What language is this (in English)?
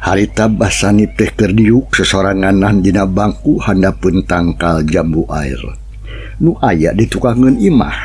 Sundanese